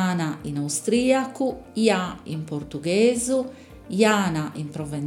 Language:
Sardinian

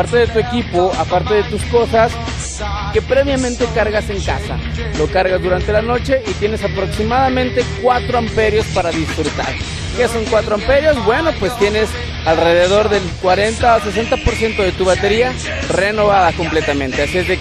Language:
Spanish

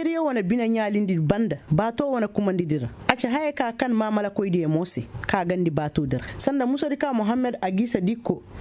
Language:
Koyraboro Senni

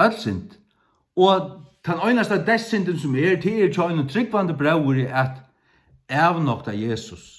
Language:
Faroese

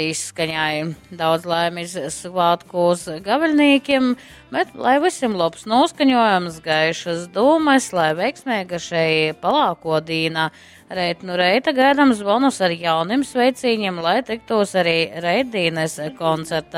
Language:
Latgalian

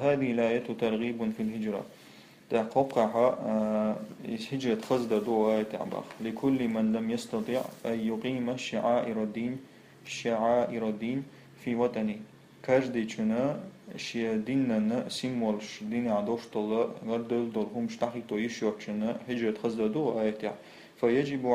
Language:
Chechen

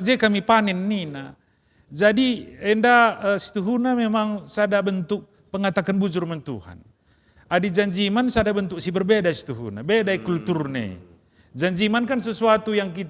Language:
Batak Karo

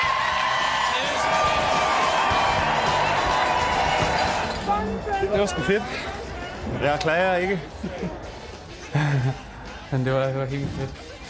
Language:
Danish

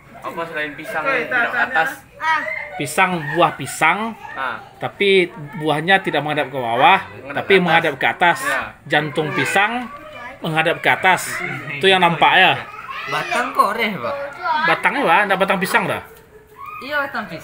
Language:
Minangkabau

